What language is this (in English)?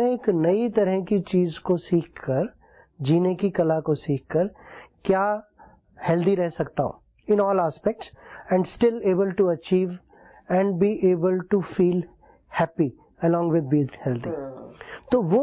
Hindi